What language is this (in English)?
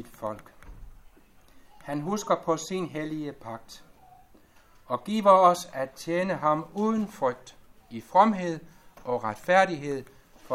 Danish